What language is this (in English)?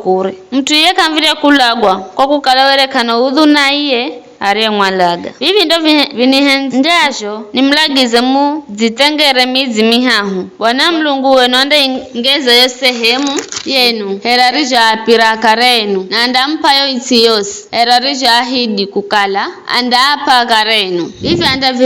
Giryama